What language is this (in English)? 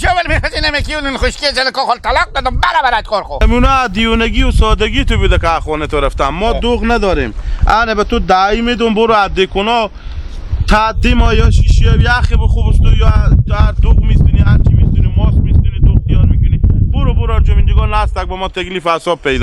Hazaragi